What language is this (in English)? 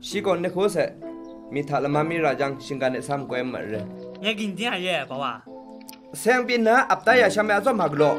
Kachin